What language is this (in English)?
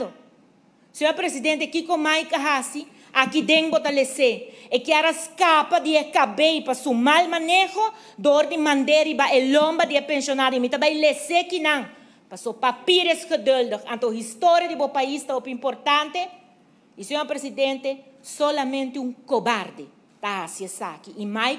Papiamento